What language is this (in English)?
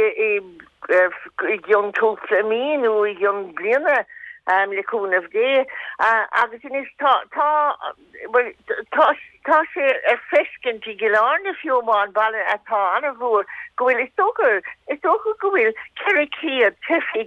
Irish